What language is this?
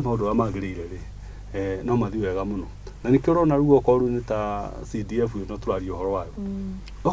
Kikuyu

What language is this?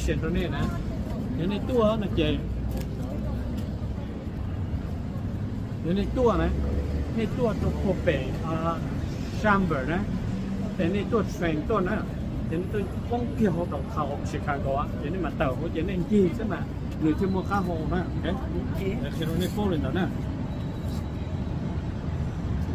Vietnamese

